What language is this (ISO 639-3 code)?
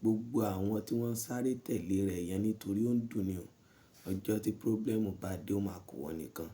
yor